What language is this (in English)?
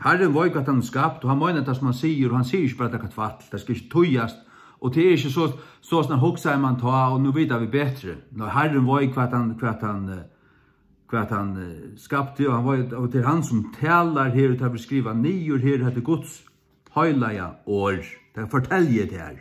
Faroese